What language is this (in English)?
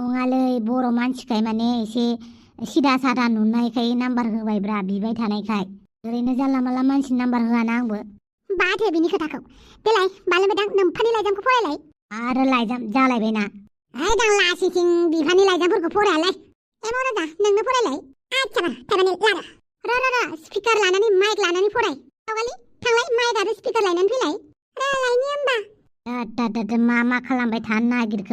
Bodo